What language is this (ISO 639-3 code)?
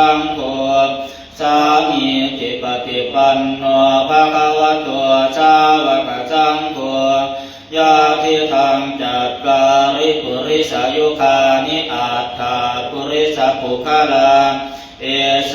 pli